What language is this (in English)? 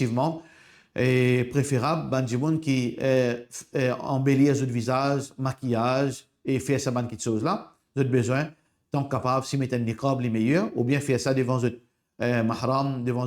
Morisyen